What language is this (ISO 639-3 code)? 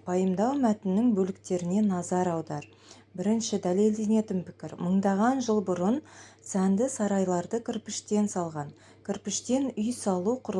kaz